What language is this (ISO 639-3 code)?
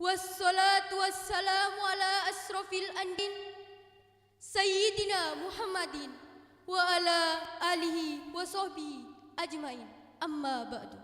mad